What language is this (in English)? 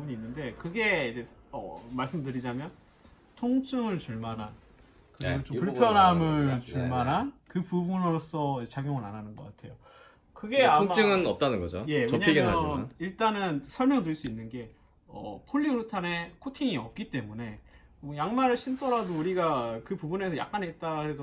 Korean